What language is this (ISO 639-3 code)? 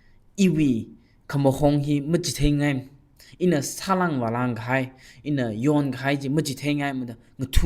nmf